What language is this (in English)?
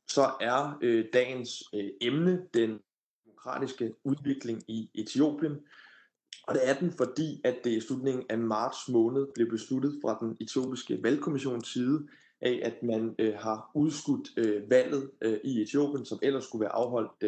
Danish